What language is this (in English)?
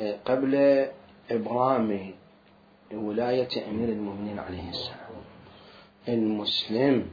Mesopotamian Arabic